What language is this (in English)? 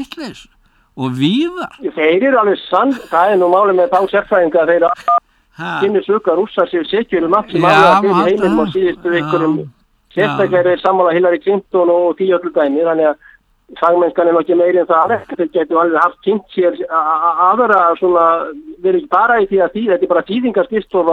Icelandic